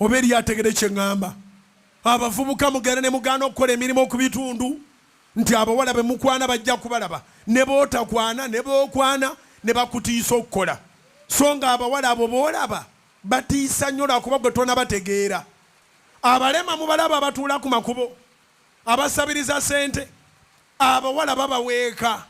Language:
Ganda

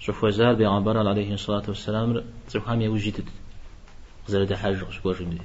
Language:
Kabardian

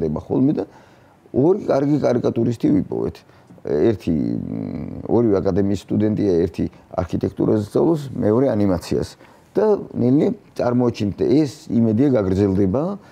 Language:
Georgian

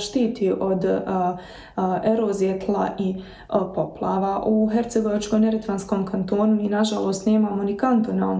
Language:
Bosnian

